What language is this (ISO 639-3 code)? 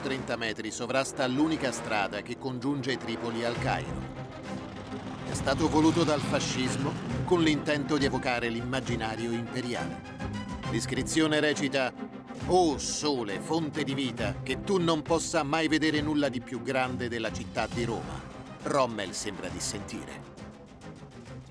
ita